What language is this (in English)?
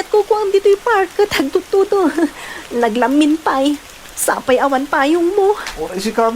Iloko